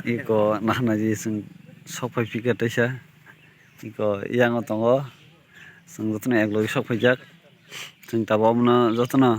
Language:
Kok Borok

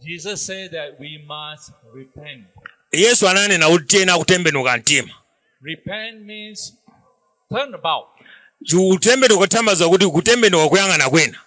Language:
Nyanja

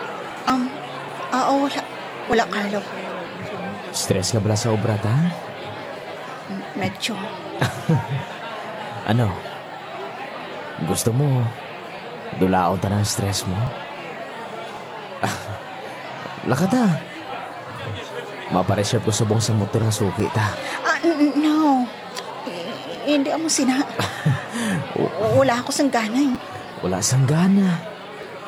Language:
Hiligaynon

